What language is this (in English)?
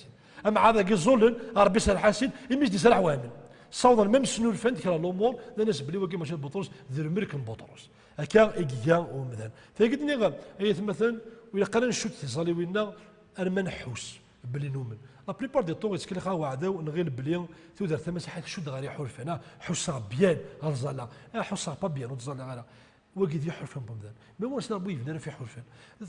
Kabyle